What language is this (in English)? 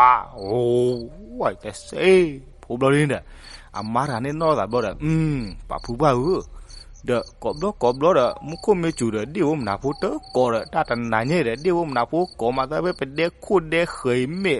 S'gaw Karen